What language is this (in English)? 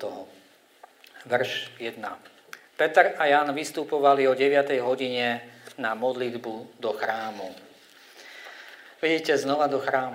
Slovak